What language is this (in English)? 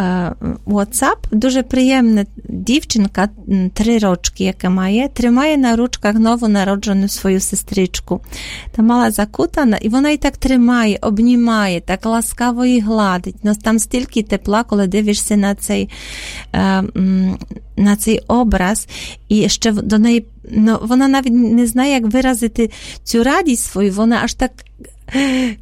Ukrainian